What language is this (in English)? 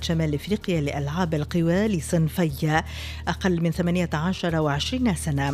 Tunisian Arabic